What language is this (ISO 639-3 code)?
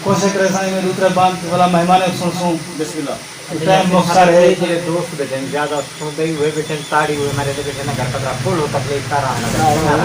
skr